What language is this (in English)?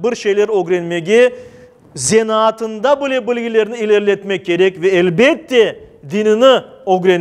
Crimean Tatar